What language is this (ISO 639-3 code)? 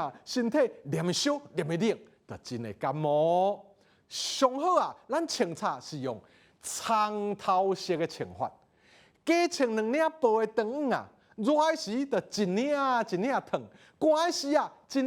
nan